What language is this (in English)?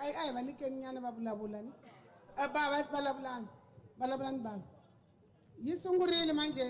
Tsonga